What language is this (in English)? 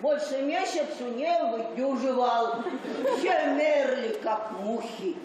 Udmurt